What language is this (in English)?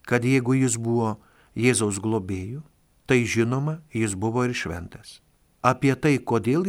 Lithuanian